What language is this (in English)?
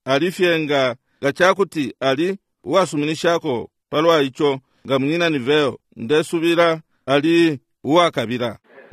Bemba